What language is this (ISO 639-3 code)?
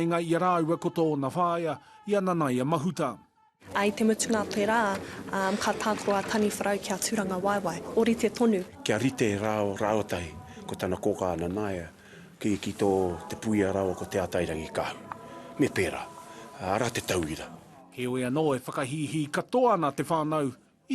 mri